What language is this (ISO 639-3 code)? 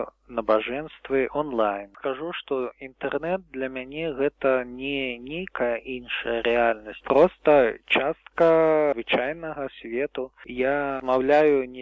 bel